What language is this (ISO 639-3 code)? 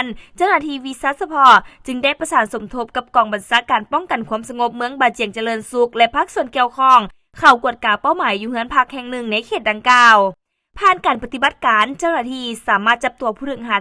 lao